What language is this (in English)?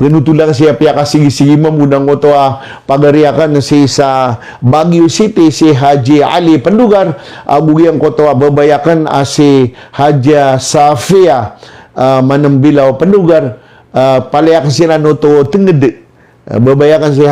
Maranao